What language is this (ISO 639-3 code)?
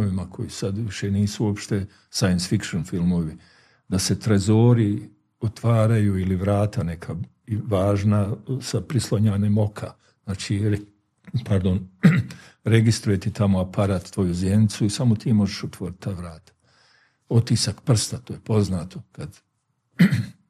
bos